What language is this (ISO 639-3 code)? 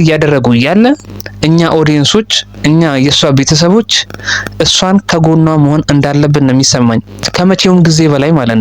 amh